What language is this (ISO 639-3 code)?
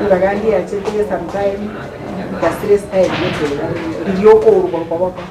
guz